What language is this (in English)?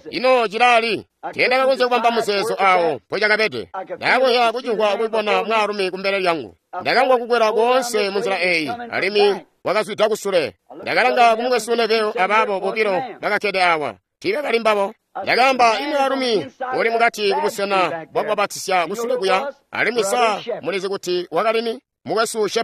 Tonga (Zambia)